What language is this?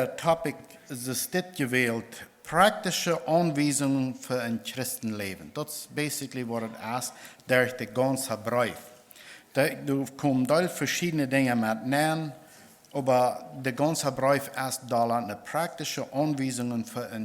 Plautdietsch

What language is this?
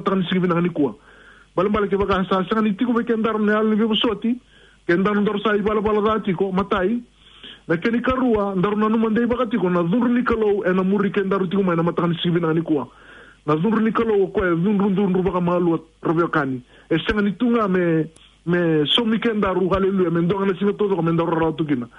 Fijian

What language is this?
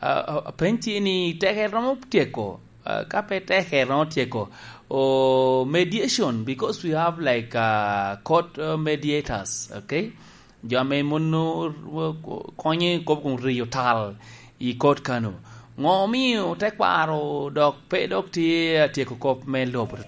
Lango (Uganda)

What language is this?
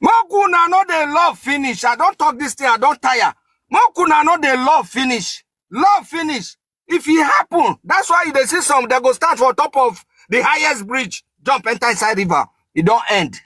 Nigerian Pidgin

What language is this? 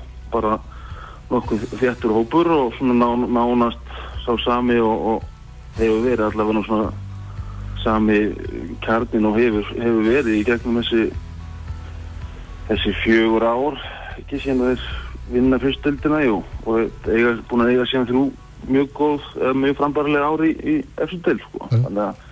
Icelandic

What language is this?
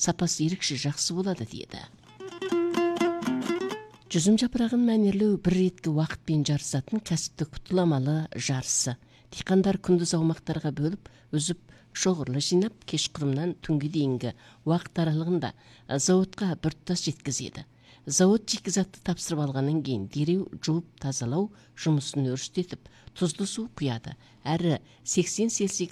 Kazakh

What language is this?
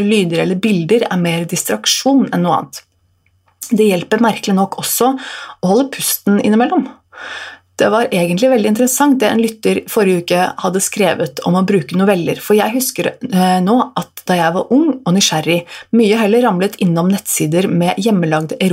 Norwegian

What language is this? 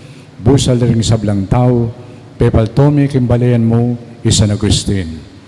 Pampanga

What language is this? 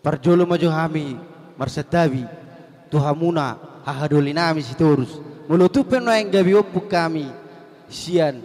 Batak Toba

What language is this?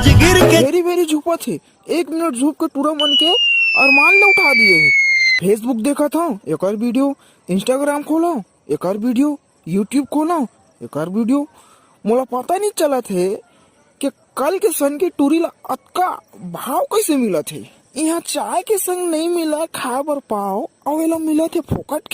Chhattisgarhi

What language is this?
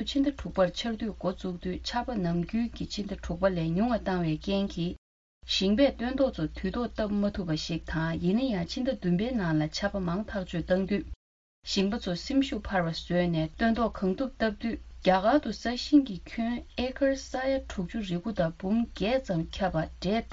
Tibetan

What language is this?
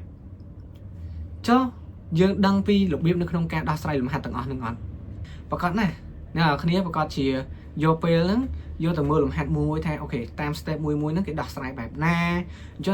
Khmer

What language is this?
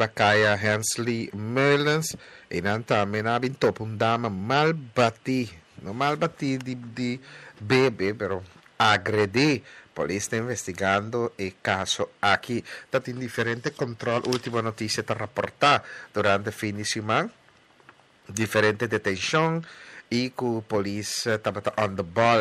Papiamento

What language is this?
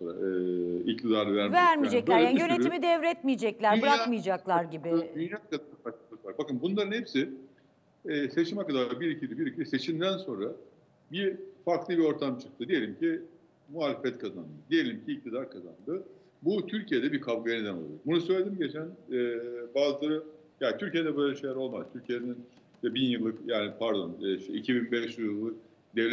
Turkish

